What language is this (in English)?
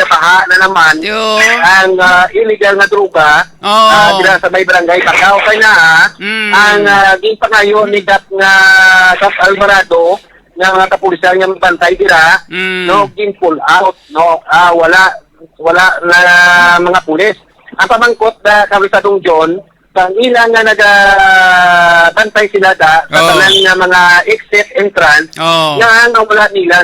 Hiligaynon